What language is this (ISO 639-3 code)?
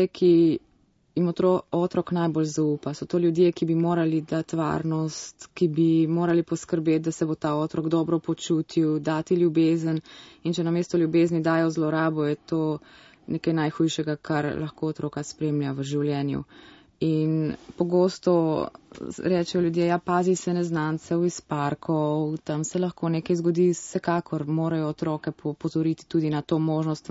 slv